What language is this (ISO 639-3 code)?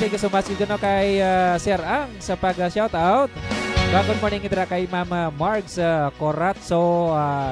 hil